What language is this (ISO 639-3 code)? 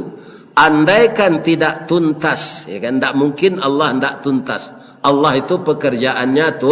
min